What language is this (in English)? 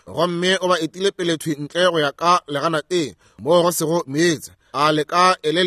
Northern Sotho